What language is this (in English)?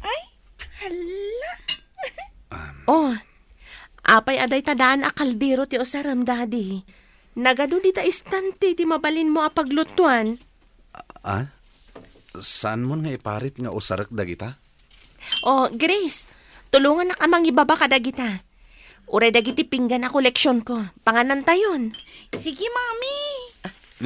Iloko